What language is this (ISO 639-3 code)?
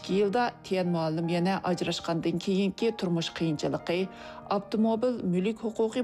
uig